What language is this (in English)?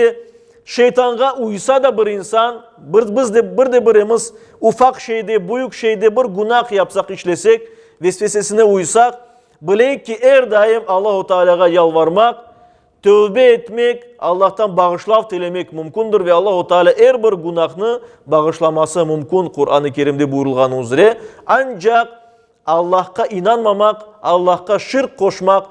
Crimean Tatar